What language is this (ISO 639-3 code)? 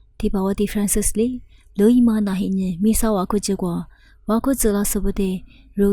lis